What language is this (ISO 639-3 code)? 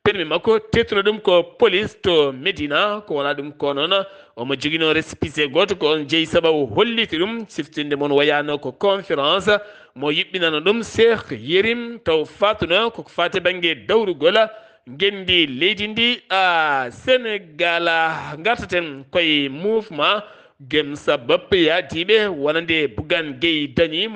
ful